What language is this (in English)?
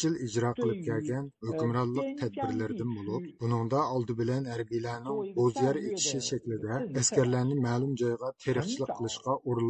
Uyghur